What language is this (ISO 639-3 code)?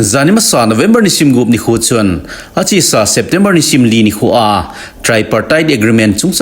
tcz